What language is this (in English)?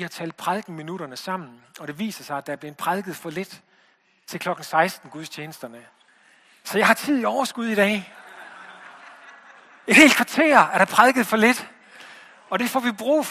Danish